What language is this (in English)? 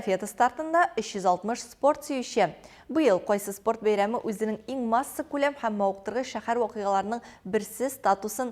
Tatar